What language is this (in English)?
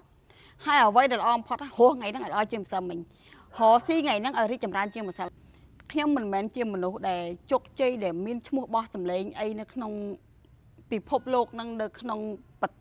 Khmer